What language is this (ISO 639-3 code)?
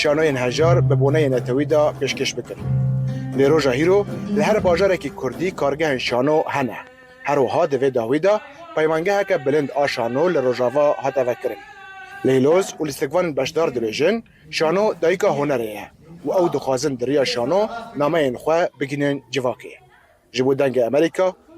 kur